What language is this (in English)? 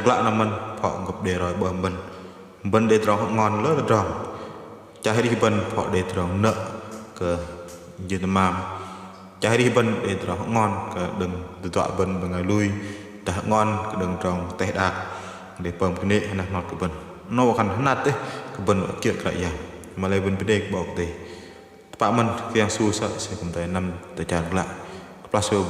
Bahnar